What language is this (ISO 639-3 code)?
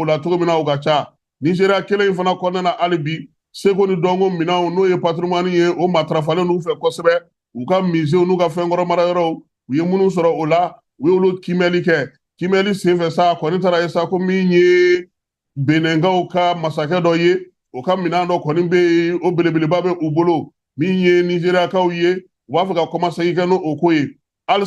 bam